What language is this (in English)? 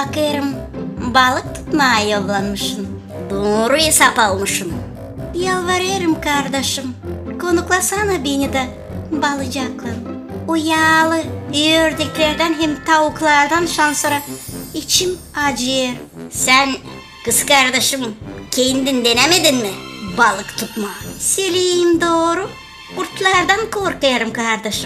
Gagauz